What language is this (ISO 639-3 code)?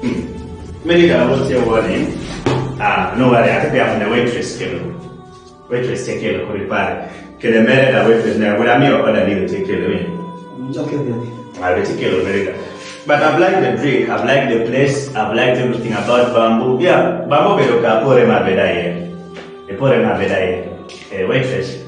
kdi